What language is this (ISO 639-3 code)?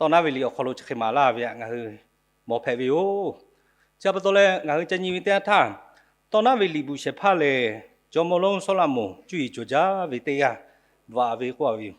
lhu